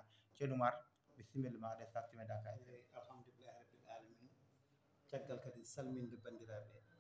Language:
Fula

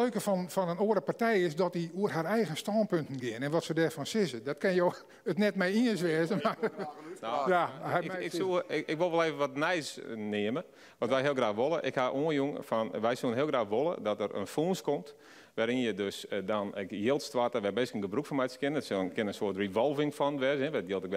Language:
Western Frisian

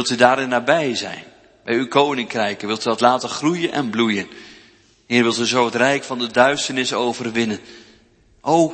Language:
Dutch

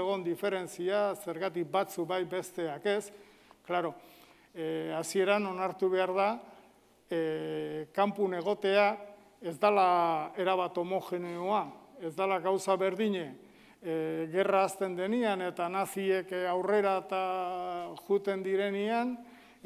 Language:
Basque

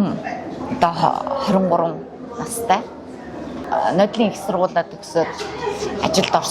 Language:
Mongolian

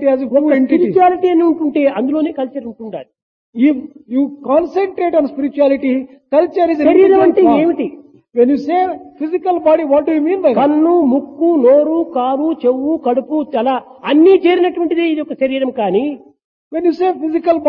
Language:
Telugu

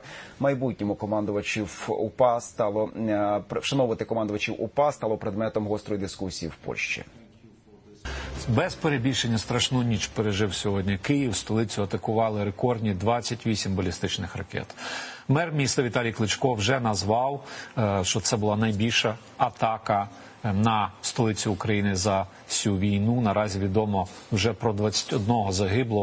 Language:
Ukrainian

